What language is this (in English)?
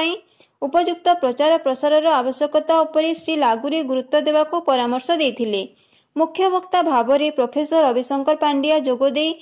Odia